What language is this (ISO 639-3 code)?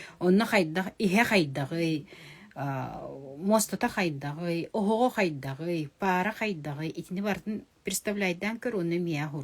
sah